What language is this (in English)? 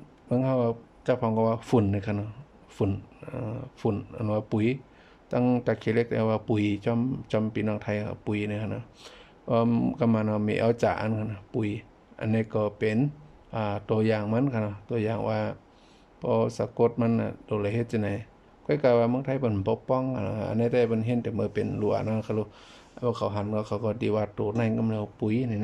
Shan